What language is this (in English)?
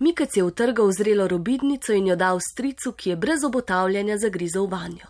Slovenian